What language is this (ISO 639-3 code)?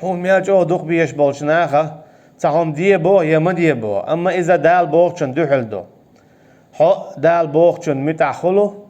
che